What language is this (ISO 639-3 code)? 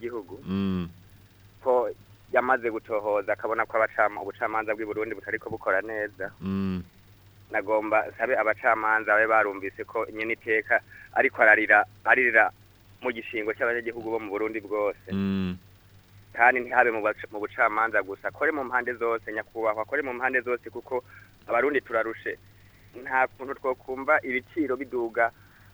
run